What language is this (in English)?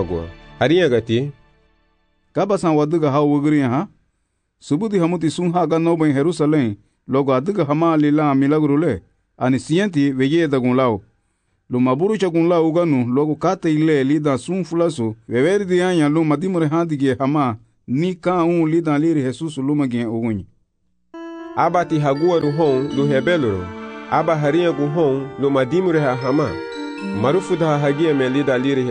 Garifuna